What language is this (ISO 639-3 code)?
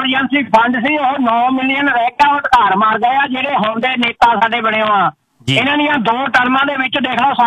pan